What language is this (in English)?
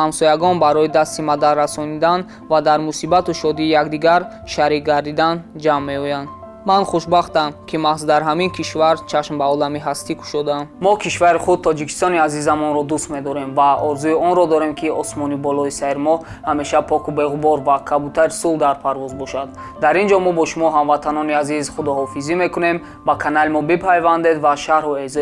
Tajik